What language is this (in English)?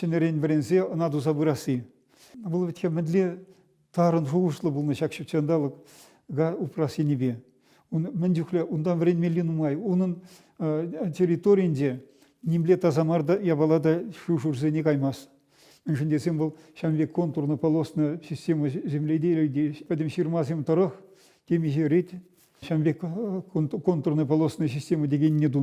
Chuvash